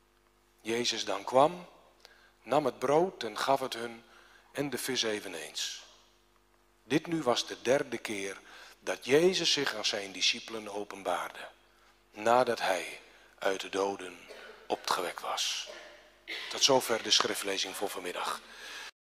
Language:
Dutch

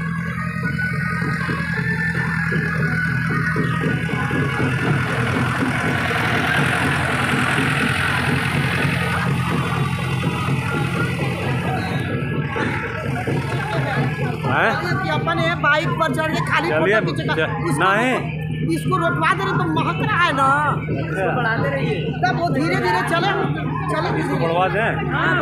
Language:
Bhojpuri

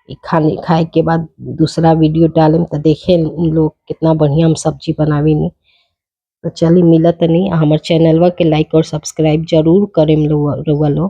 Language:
Bhojpuri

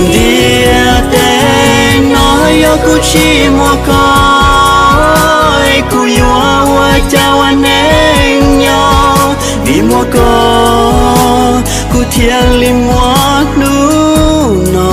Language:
Hmong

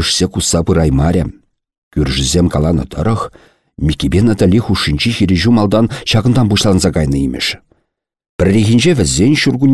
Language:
Chuvash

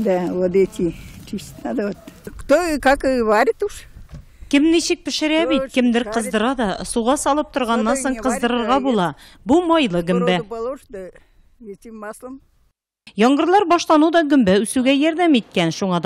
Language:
Tatar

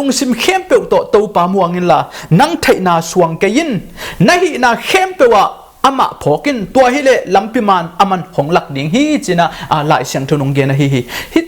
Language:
Tedim Chin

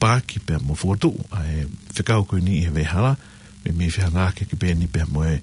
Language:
Tongan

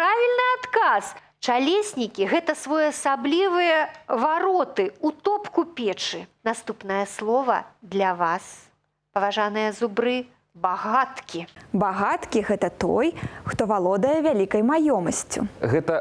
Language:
Belarusian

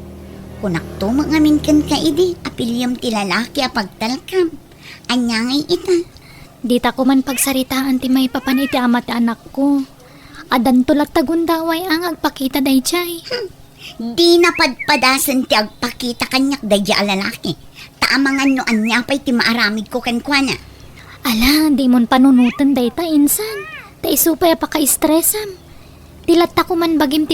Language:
Iloko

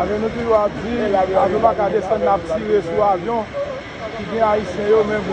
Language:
Haitian Creole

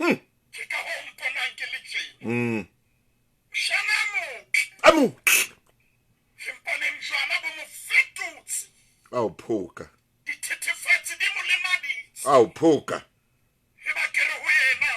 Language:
Southern Sotho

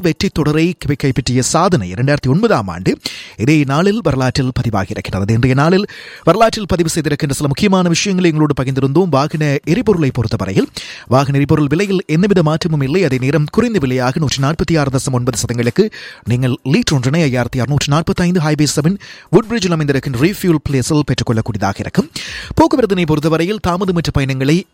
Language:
Tamil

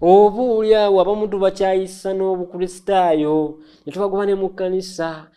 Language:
Ganda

